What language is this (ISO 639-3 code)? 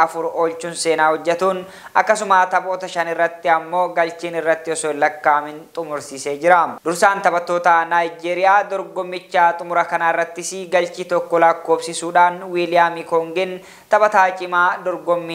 orm